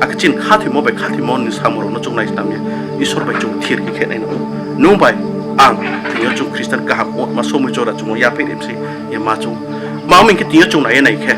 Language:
Riang (India)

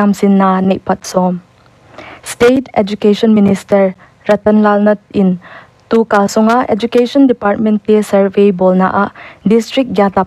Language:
Paite Chin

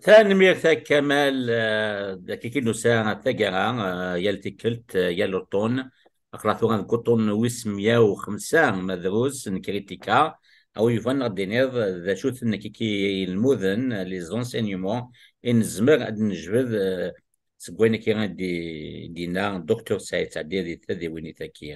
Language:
Kabyle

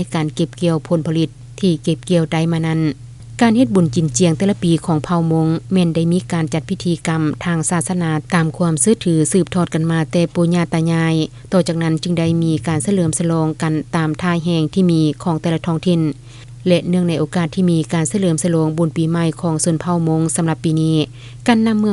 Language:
Lao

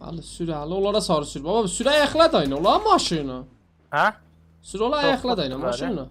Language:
South Azerbaijani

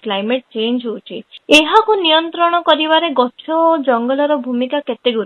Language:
Odia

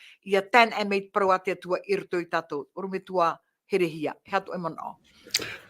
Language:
Tahitian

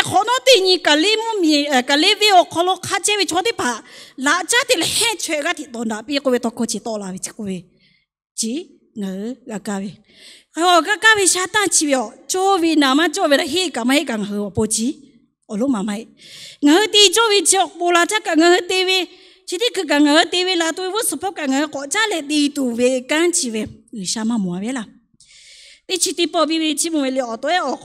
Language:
Lahu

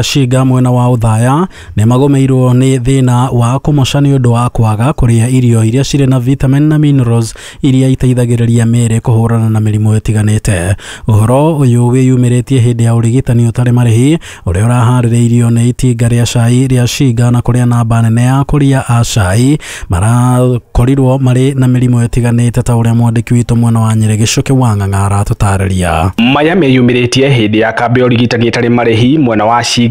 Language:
Kikuyu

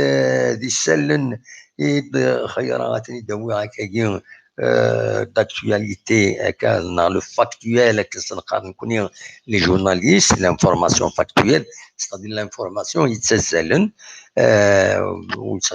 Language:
Kabyle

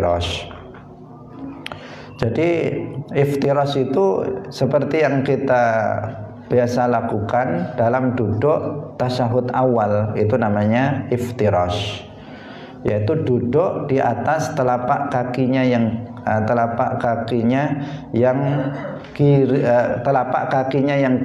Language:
Indonesian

